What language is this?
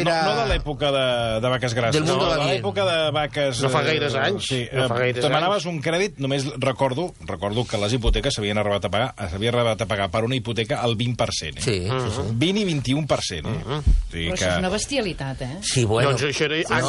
Catalan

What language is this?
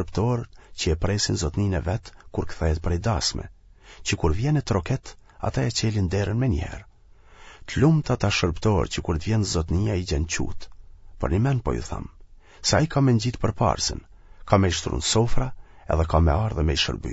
Albanian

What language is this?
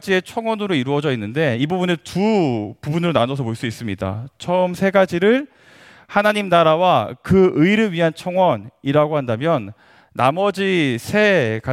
Korean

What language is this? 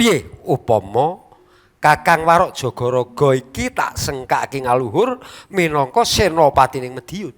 Javanese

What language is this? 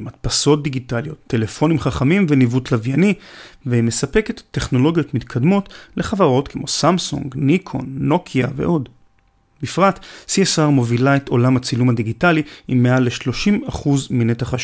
Hebrew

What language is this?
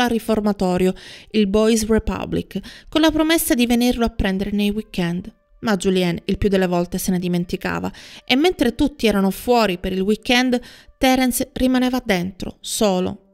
Italian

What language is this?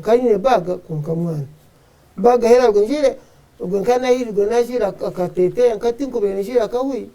Nyankole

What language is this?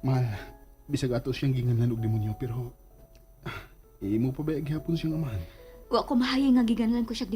Cebuano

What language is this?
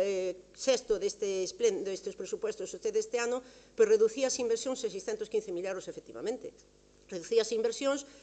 Galician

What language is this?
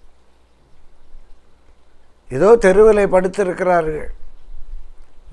Tamil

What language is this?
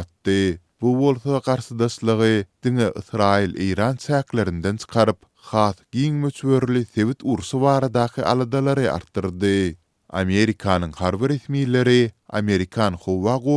Turkmen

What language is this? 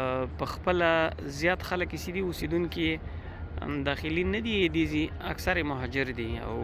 Pashto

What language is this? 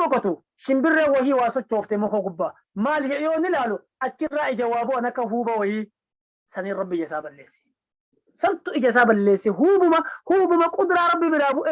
Oromo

